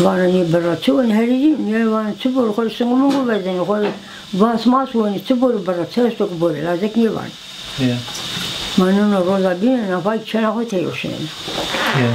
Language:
Zaza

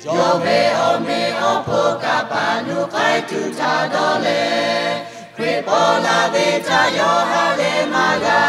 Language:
Lahu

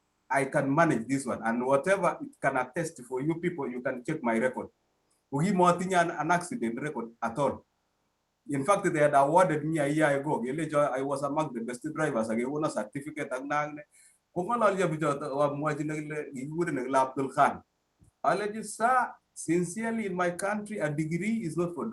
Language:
Kalenjin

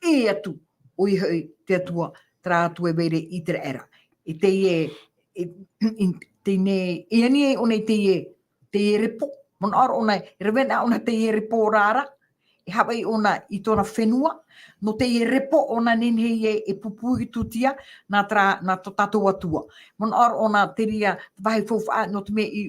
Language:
Tahitian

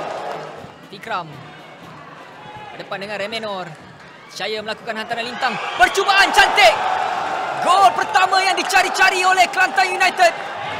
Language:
Malay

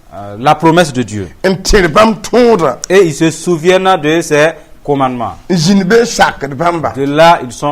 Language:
Mossi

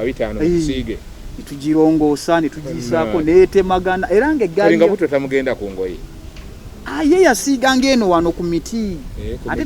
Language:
Ganda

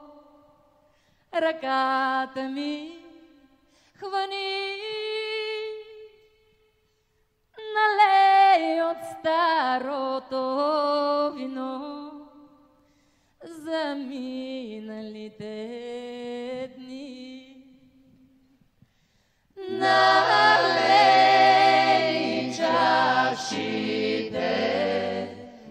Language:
Bulgarian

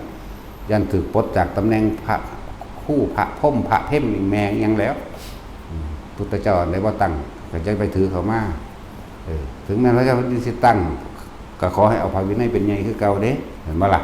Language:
Northeastern Thai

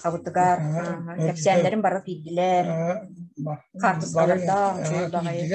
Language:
Yakut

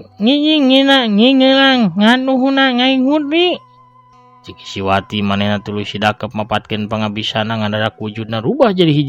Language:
Sundanese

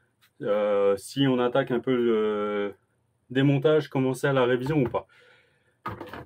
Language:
French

